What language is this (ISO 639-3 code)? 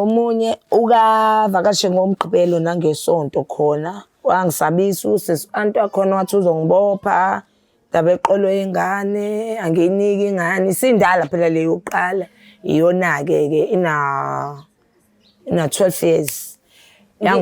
zul